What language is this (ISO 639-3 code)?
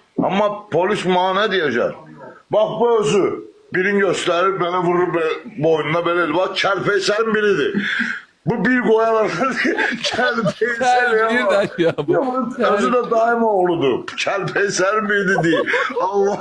aze